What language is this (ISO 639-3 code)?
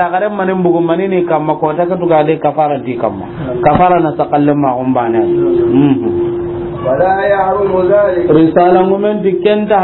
snk